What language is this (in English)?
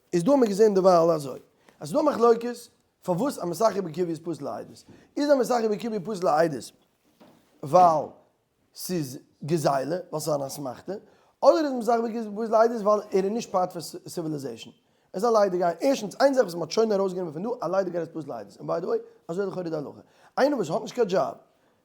Yiddish